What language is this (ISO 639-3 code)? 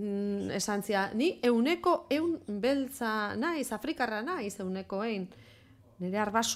eus